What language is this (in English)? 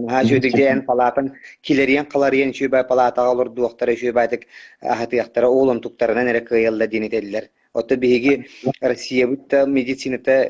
Yakut